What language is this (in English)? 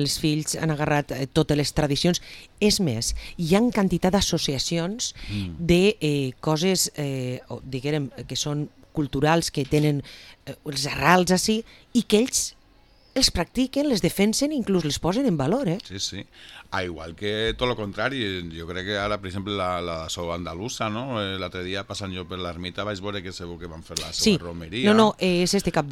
Catalan